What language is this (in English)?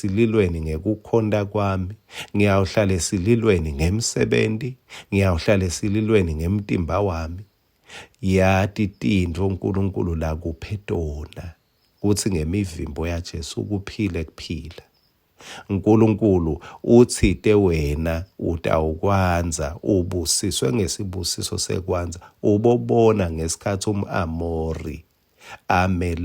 Swati